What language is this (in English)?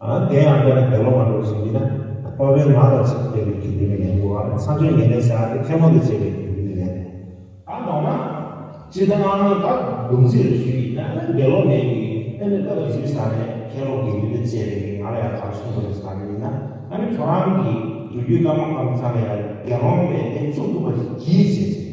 Tibetan